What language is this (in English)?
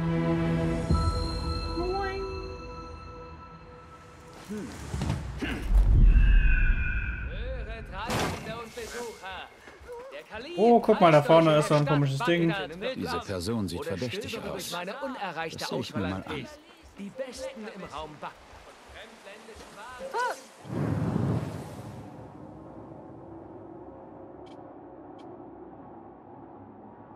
German